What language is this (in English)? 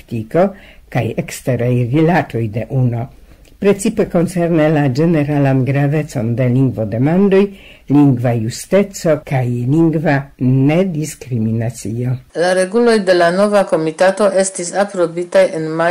Esperanto